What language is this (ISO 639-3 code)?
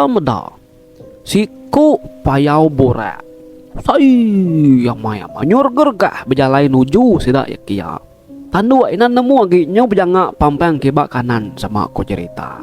iba